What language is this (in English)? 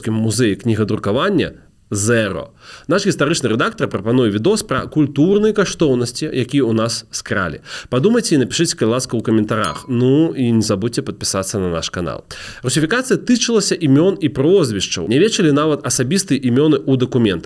Belarusian